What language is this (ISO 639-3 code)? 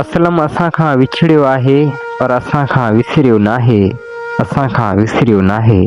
snd